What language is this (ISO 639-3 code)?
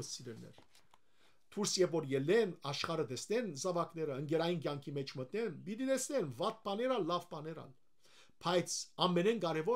hyw